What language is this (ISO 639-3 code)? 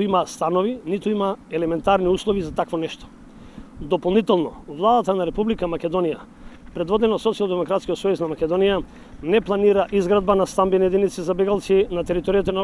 mkd